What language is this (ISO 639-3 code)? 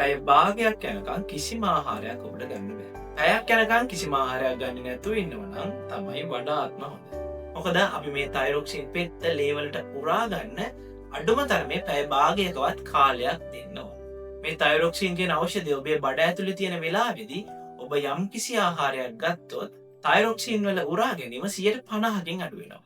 sin